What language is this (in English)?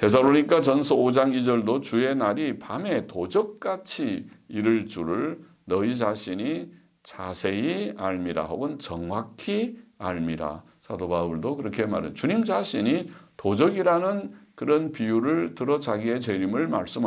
Korean